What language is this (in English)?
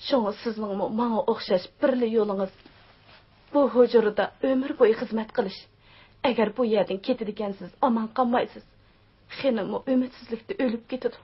Uyghur